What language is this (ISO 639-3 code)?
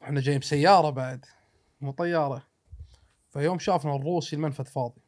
afb